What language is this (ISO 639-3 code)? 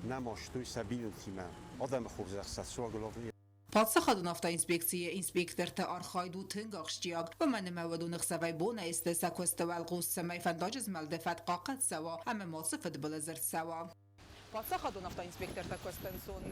oss